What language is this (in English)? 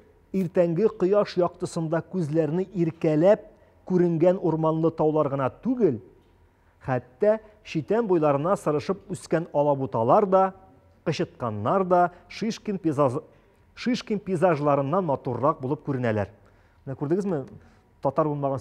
Tatar